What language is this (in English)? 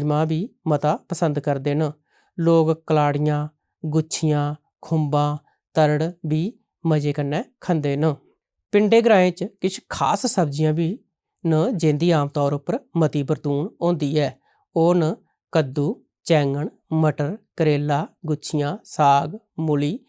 Dogri